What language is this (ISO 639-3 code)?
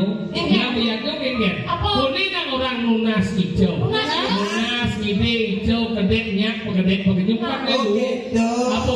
ban